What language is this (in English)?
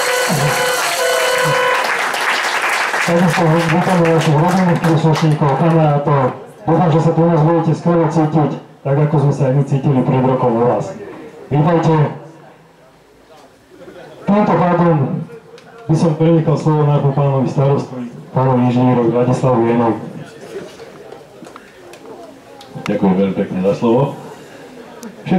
Slovak